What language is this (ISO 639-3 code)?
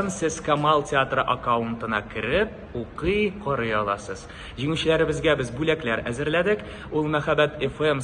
tat